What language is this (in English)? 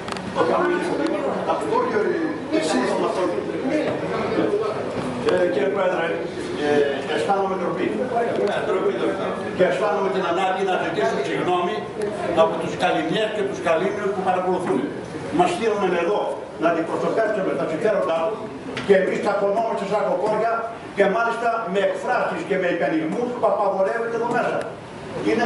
Greek